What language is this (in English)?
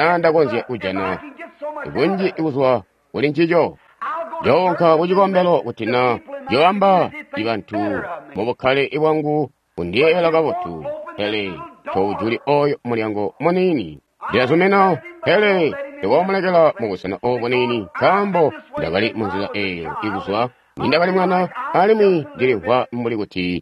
Tonga (Zambia)